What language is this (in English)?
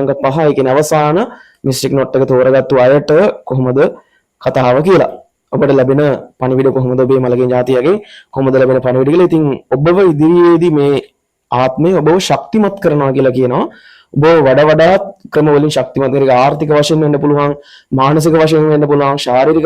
Sinhala